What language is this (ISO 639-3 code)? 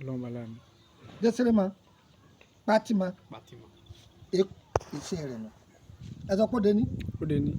yor